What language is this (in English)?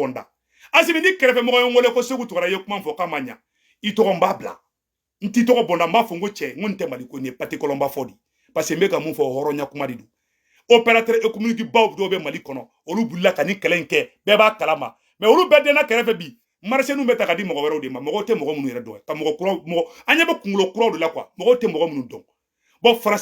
Bambara